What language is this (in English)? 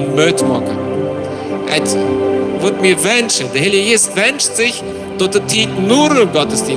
Plautdietsch